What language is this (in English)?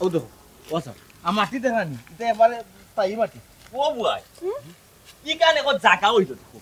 Sylheti